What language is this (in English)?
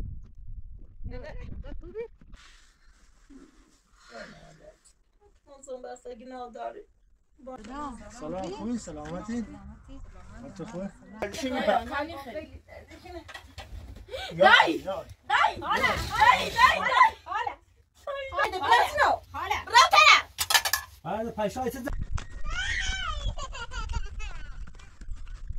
Persian